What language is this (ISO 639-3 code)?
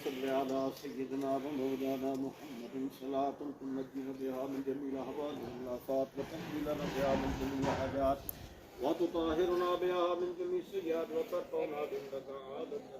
phr